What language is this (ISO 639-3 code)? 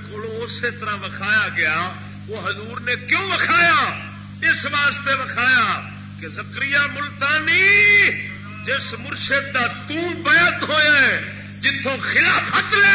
skr